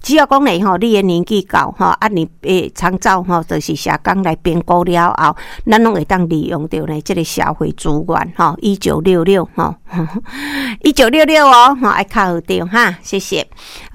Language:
Min Nan Chinese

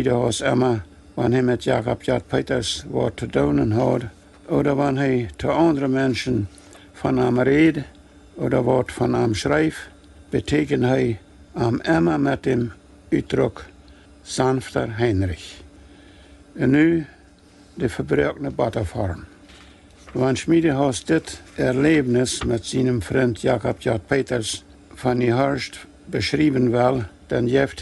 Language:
Plautdietsch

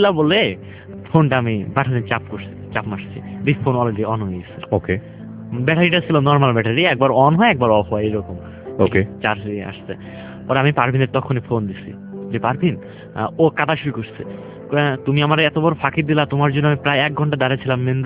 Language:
Bangla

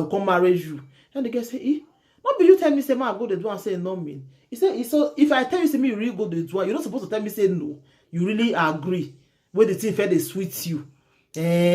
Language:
Nigerian Pidgin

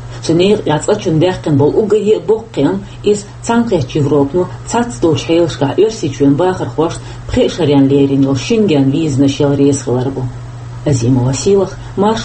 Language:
Chechen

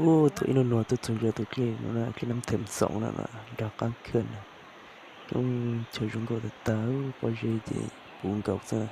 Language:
Hmong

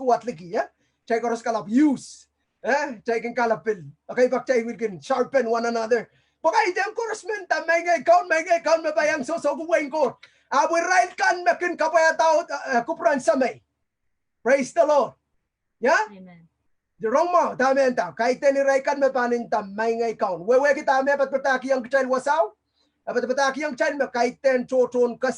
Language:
Pohnpeian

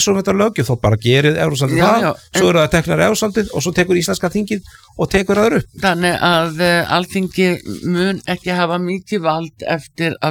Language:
Icelandic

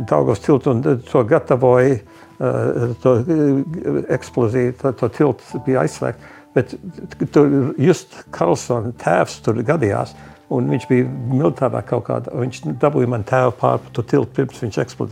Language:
Latvian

